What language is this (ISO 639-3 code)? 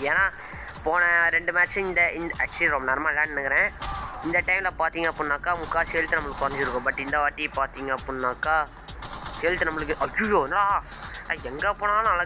tam